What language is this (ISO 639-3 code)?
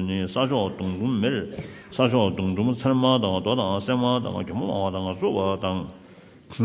bod